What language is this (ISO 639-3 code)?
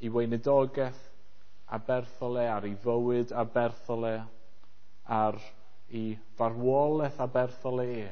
cym